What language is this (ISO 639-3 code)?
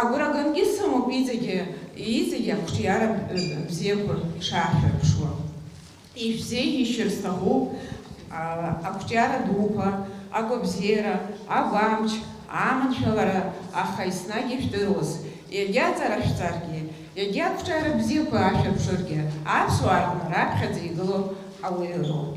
abk